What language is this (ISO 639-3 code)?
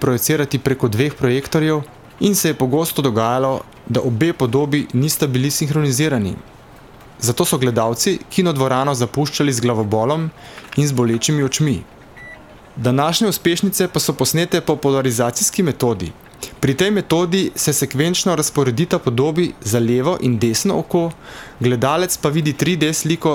slv